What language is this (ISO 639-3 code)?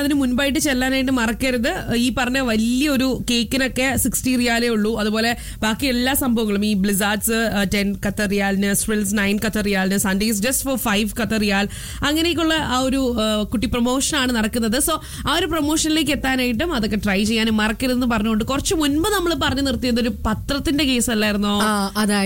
mal